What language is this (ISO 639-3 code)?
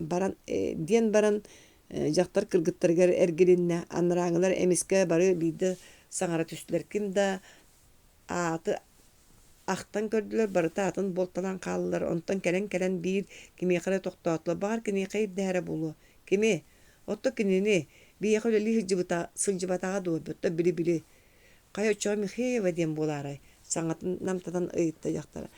sah